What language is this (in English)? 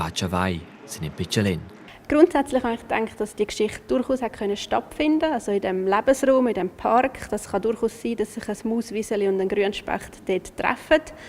Romansh